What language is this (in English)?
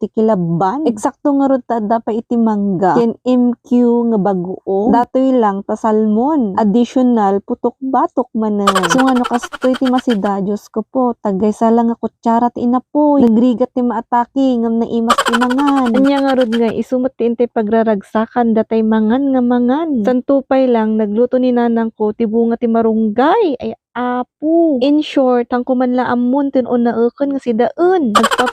Iloko